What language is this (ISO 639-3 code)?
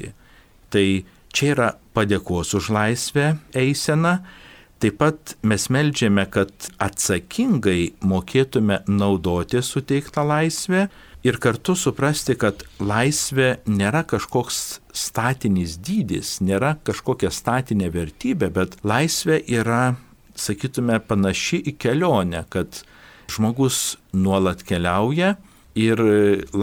lit